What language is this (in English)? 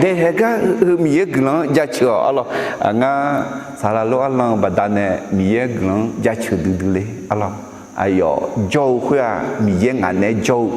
Akha